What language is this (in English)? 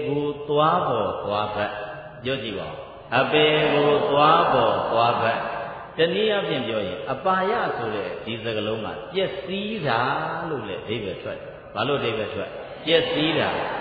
Burmese